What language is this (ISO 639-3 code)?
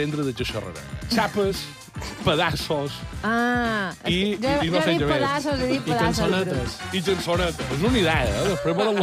cat